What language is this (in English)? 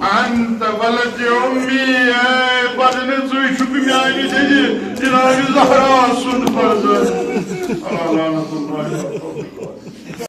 Kashmiri